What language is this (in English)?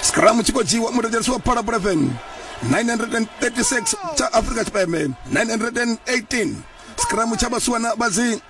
Venda